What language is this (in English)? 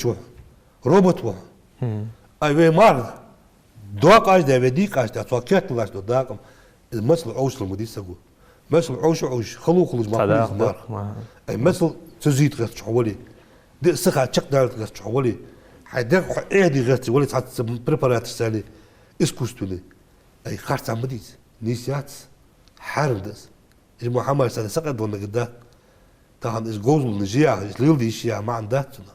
Ingush